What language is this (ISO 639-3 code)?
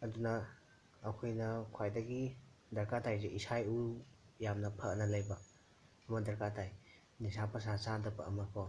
mni